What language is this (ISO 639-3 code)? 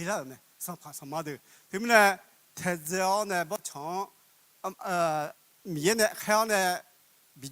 ahk